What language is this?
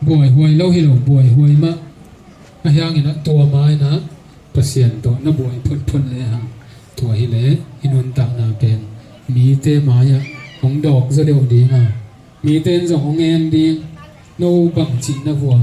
Tedim Chin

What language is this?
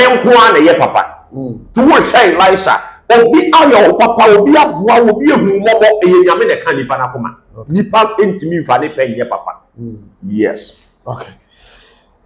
Akan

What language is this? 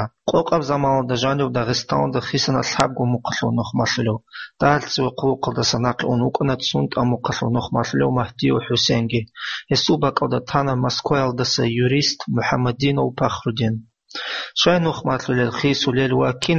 Avaric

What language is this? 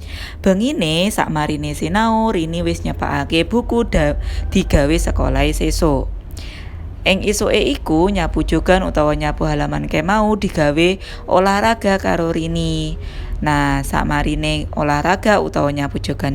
Javanese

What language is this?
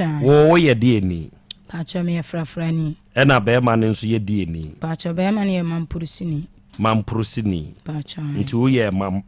Akan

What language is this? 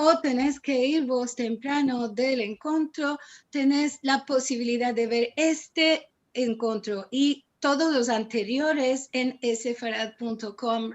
Ladino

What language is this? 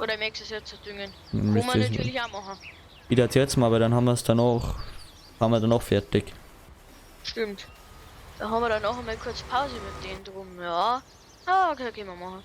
Bavarian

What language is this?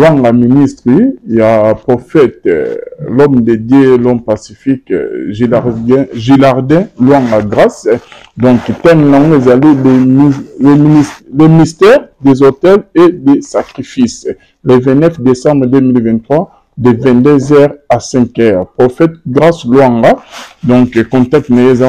Lingala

